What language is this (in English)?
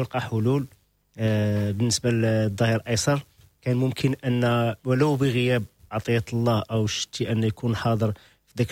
Moroccan Arabic